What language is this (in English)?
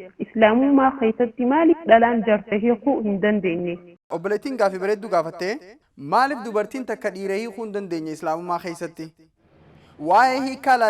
Oromo